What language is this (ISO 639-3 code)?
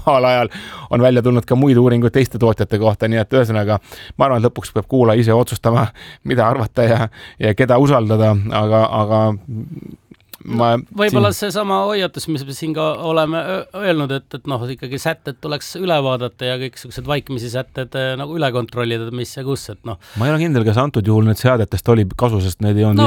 est